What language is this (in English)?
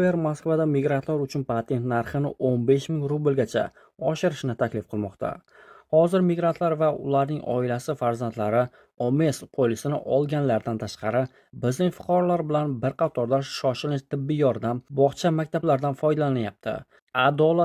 Uzbek